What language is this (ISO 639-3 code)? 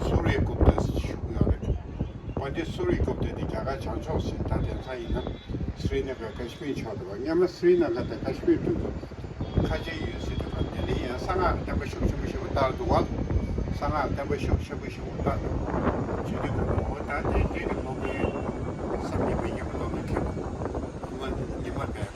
bod